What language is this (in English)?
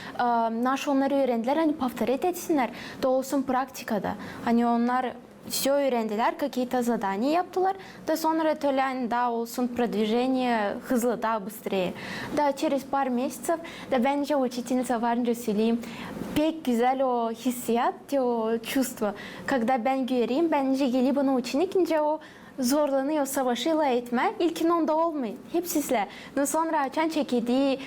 Gagauz